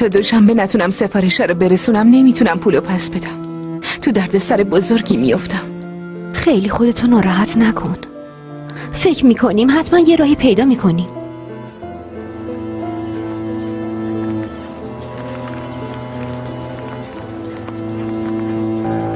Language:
Persian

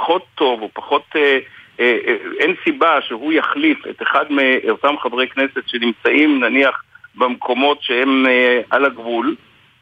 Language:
Hebrew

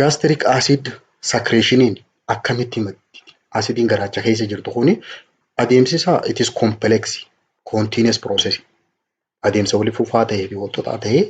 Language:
Oromo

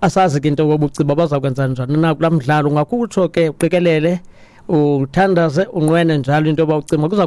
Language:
Xhosa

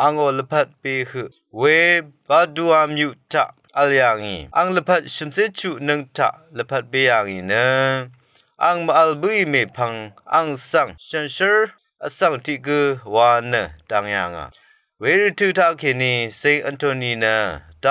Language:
Rawang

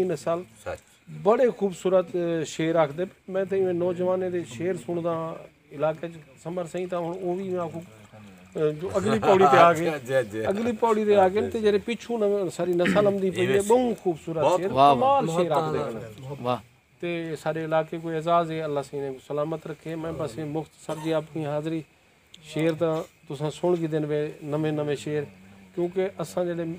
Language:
Saraiki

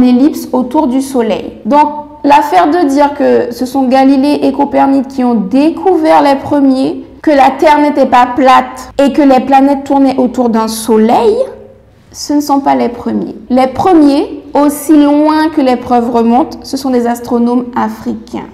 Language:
French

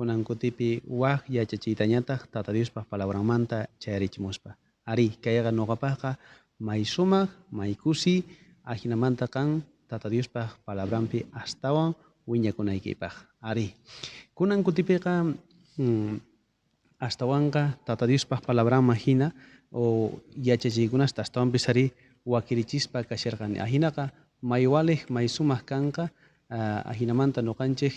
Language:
South Bolivian Quechua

